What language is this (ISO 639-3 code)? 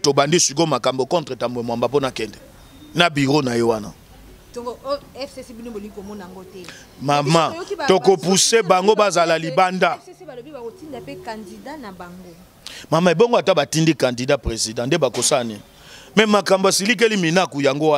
lin